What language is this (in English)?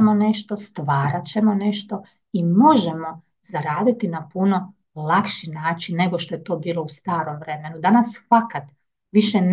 Croatian